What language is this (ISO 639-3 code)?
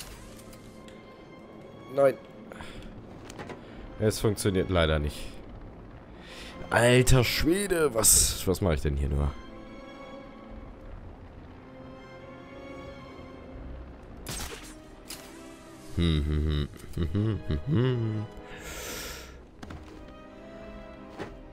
deu